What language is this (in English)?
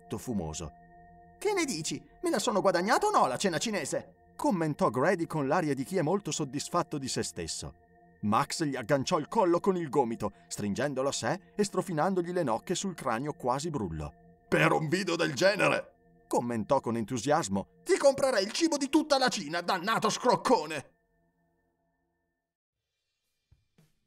Italian